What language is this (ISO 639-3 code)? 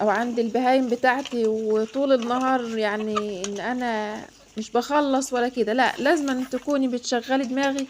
arz